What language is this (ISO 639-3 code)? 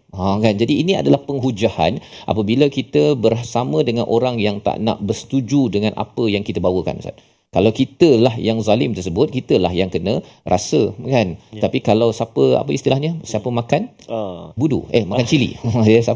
msa